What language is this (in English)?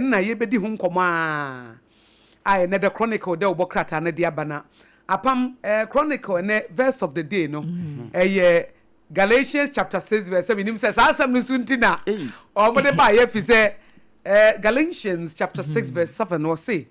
Akan